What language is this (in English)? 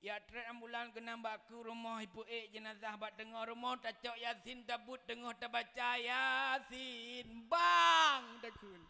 Achinese